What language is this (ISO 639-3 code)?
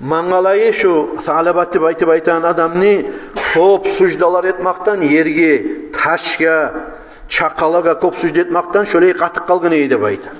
kum